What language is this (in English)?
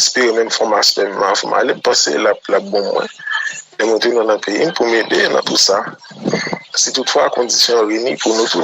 Haitian Creole